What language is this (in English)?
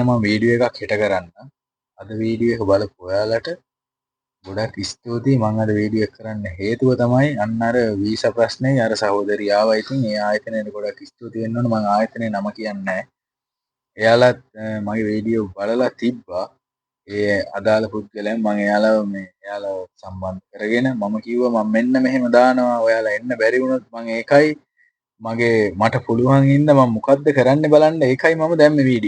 Sinhala